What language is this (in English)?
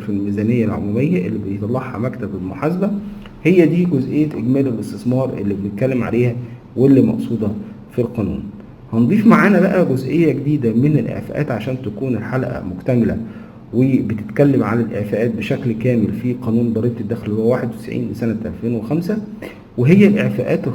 Egyptian Arabic